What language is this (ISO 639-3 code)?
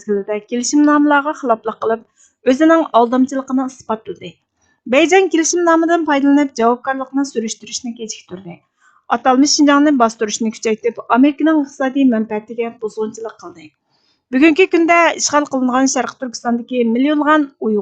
uig